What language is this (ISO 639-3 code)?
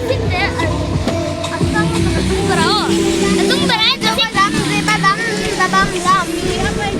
lus